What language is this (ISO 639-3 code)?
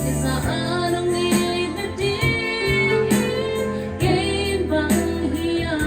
ctd